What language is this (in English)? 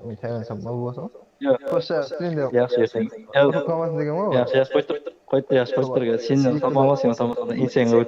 Kara-Kalpak